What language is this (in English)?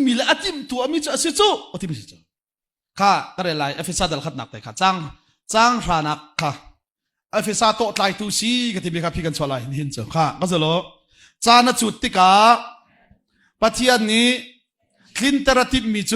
Hakha Chin